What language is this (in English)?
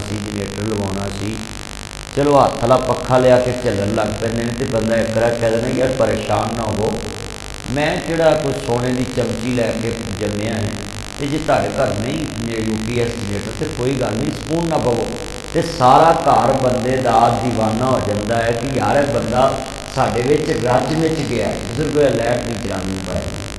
Western Panjabi